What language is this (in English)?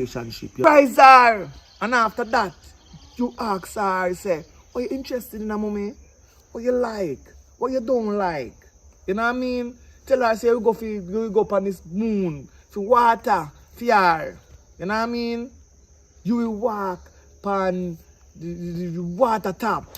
Jamaican Creole English